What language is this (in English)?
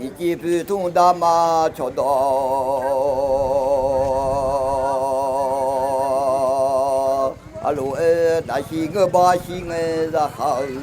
Akha